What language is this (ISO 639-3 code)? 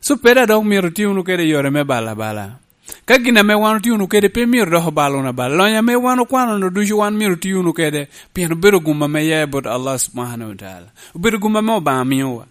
laj